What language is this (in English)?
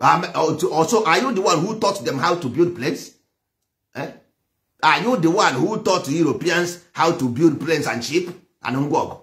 Igbo